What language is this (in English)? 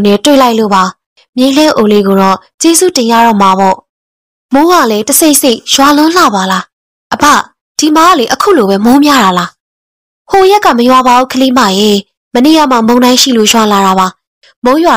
Burmese